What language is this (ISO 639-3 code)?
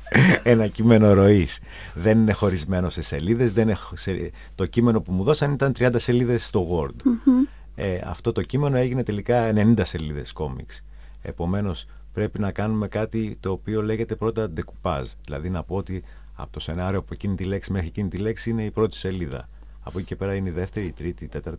ell